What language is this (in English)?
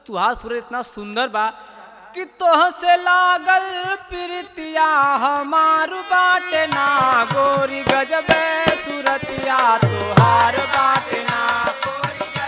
Bhojpuri